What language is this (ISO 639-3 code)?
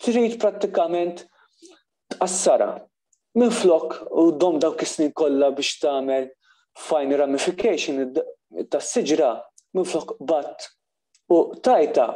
mlt